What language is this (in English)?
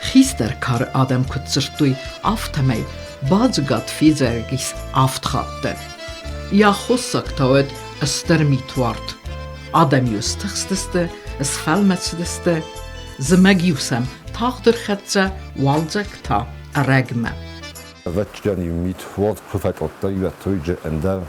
Ossetic